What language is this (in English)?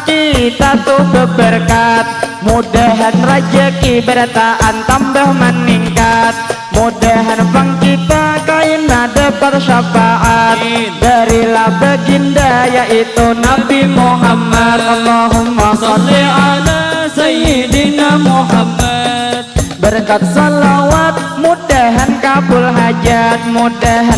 Banjar